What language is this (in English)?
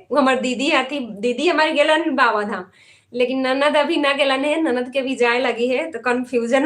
Magahi